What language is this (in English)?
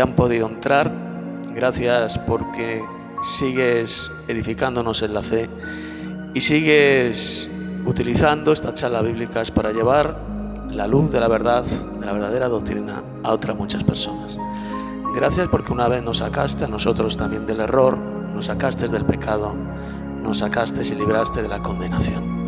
Spanish